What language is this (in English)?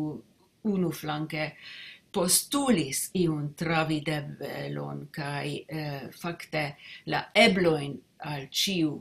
Esperanto